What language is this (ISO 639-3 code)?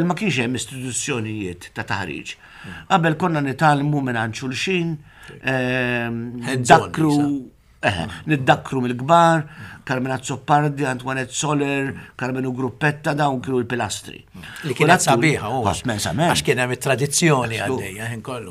mlt